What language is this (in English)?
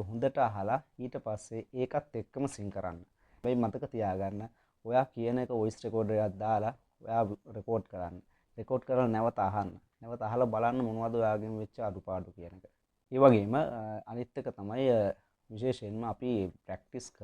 Sinhala